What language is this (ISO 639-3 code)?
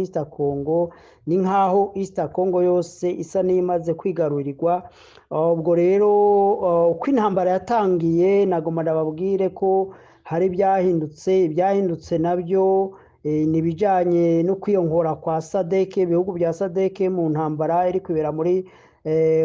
run